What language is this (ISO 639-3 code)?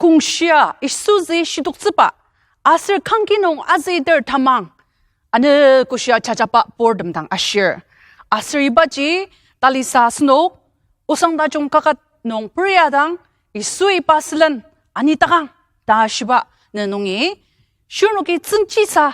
njo